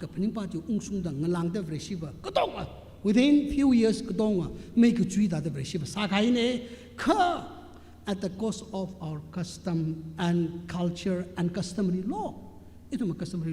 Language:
Tangkhul Naga (India)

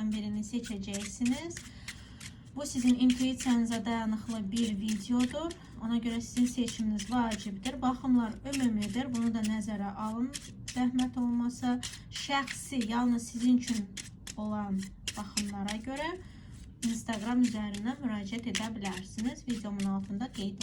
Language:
Azerbaijani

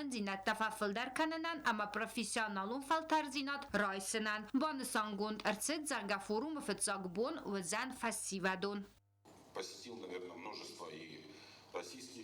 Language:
Ossetic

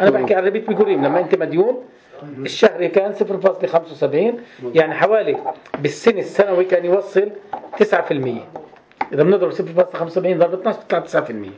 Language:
North Levantine Arabic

